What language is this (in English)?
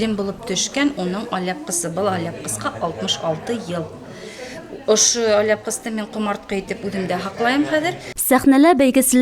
Bashkir